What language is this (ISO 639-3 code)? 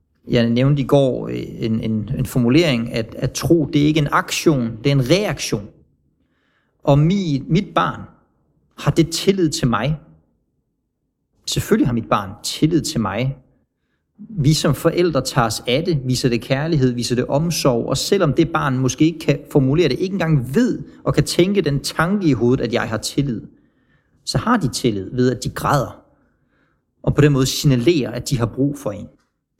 dan